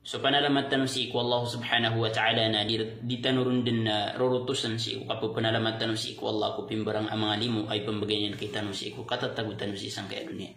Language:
Maranao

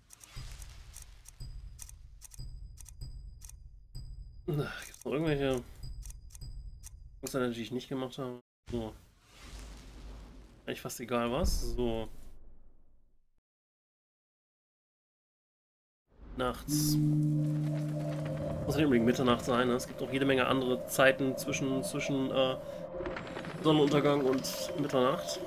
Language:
German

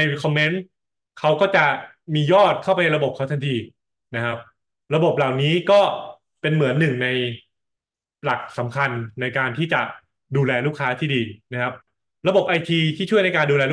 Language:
Thai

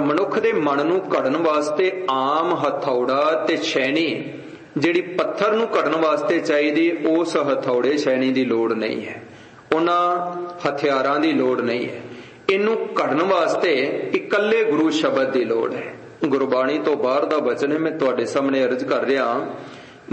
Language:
Punjabi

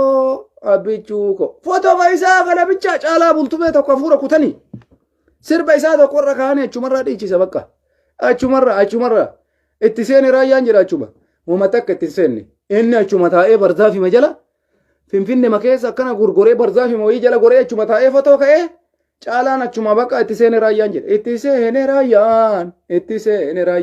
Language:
Oromo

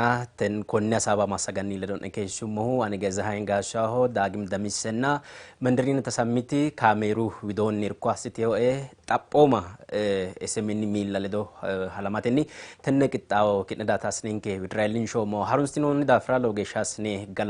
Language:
Sidamo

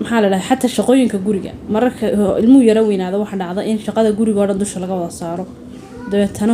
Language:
Somali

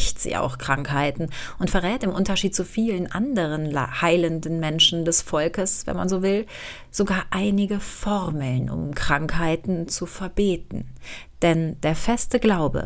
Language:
German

